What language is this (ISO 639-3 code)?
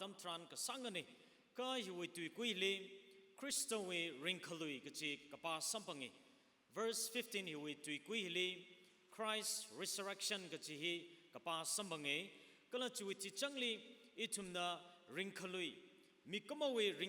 nmf